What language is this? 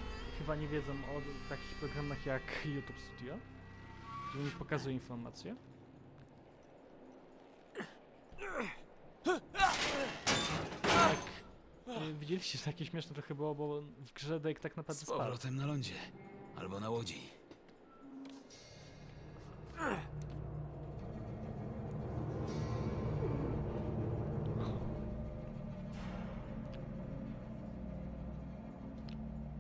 Polish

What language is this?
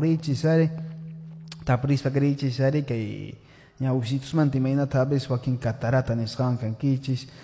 Quechua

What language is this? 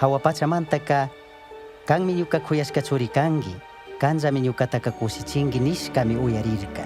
Chimborazo Highland Quichua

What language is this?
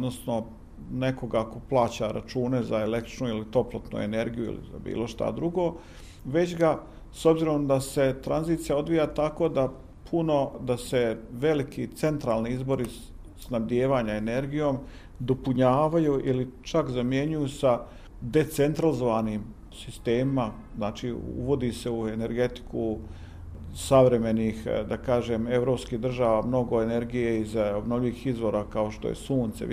Bosnian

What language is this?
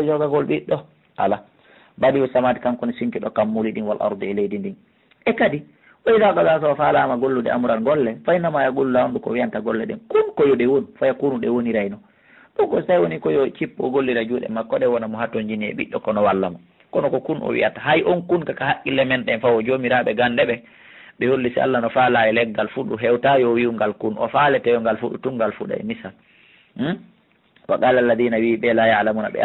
Fula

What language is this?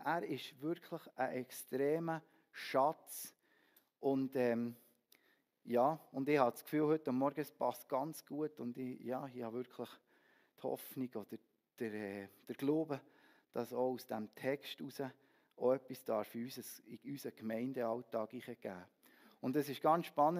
Swiss German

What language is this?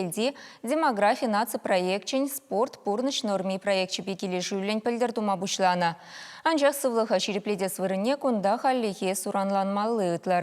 Chuvash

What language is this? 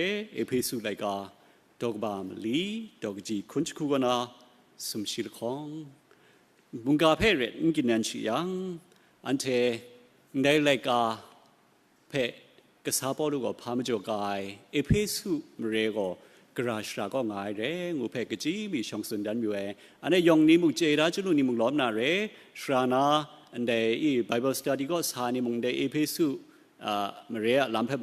Kachin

